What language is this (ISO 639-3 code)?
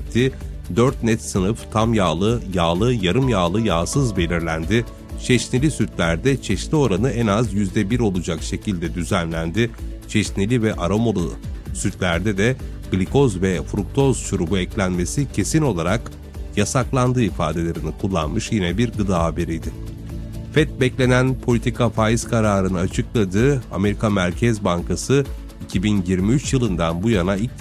tur